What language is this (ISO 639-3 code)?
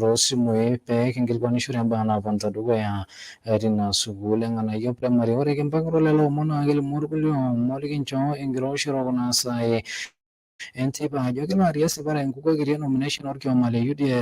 mas